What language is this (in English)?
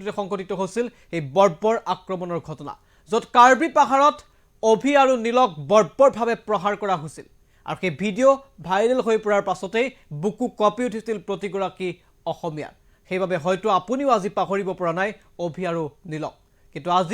Assamese